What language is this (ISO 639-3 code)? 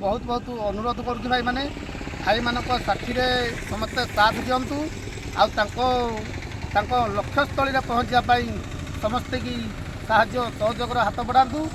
ori